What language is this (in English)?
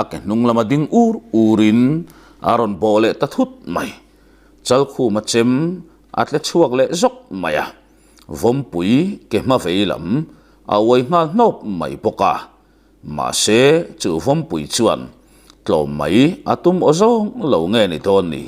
Mizo